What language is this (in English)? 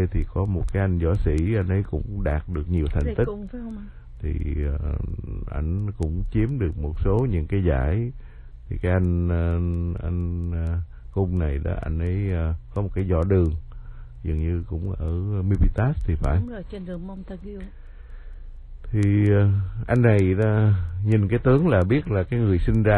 Vietnamese